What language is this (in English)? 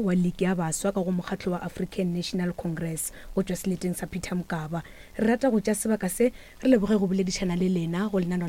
Northern Sotho